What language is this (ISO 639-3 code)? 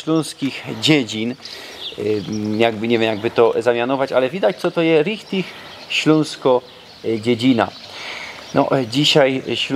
szl